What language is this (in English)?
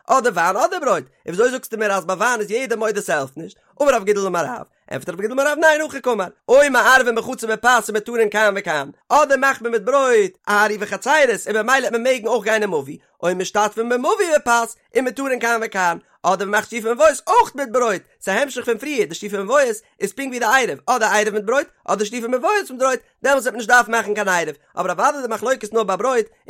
Yiddish